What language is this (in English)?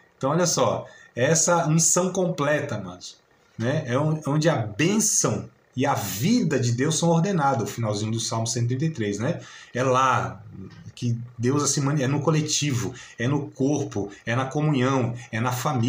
Portuguese